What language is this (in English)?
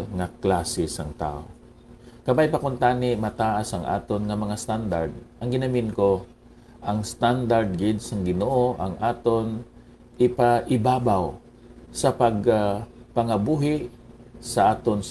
Hiligaynon